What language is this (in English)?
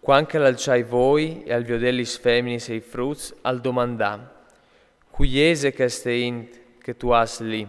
Friulian